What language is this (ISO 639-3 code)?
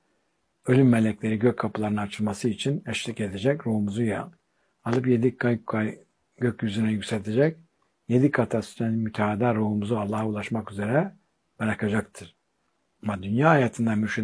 tur